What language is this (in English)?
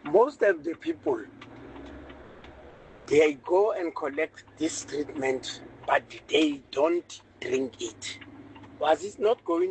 English